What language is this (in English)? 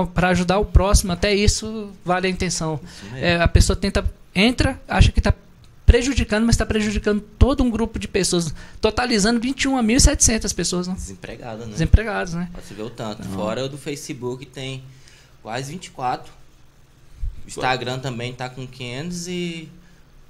Portuguese